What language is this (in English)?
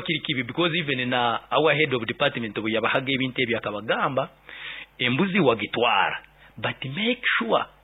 Nyoro